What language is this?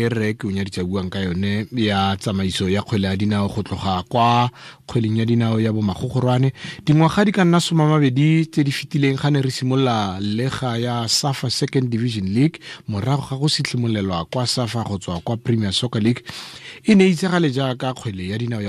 Tswana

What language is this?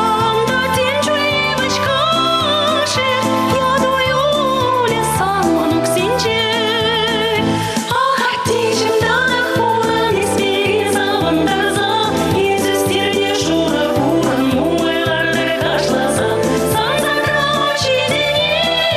Chuvash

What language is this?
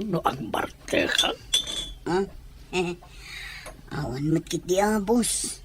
Iloko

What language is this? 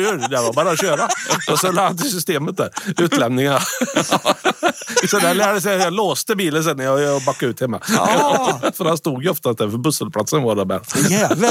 Swedish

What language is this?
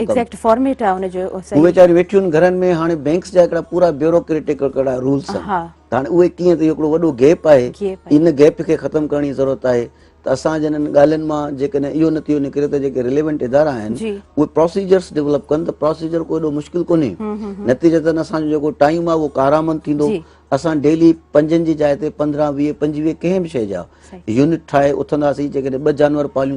Sindhi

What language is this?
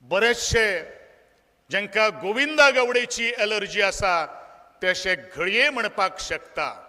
Konkani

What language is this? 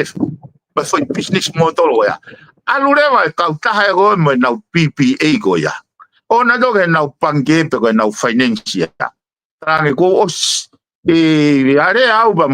Tongan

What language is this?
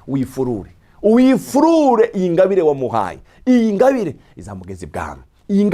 Rundi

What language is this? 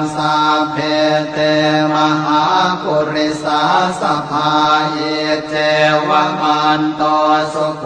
Pali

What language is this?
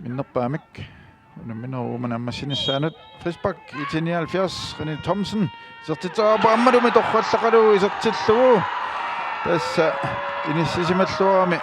Kalaallisut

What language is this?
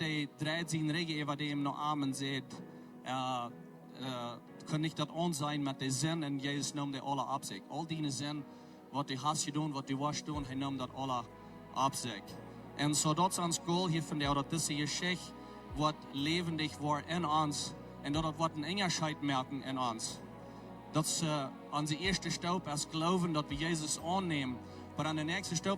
Plautdietsch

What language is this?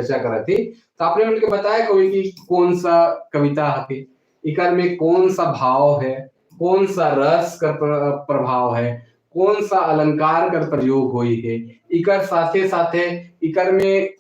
Sadri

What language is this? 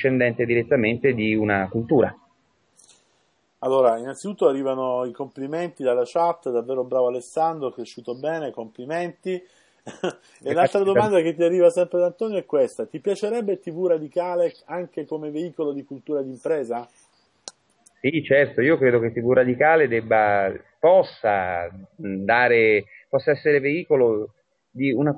Italian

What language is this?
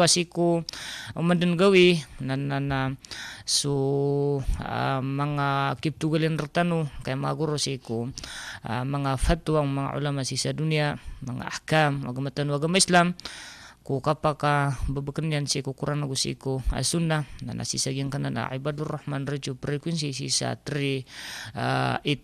Maranao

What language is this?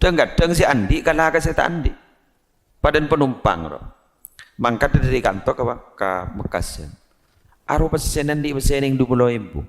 Madurese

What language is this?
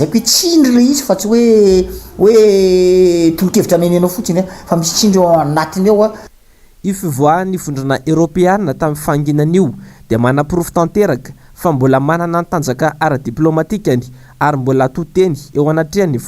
Malagasy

